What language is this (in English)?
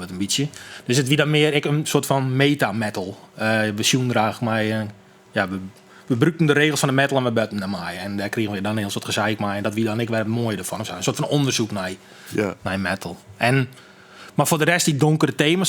Western Frisian